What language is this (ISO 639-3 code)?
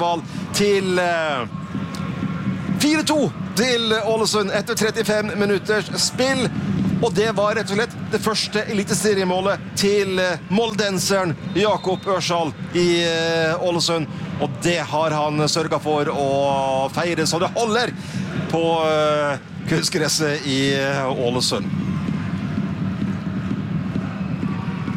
nor